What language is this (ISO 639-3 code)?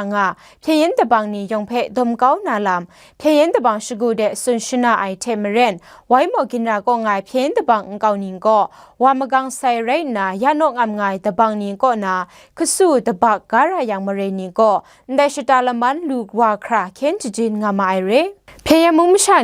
kac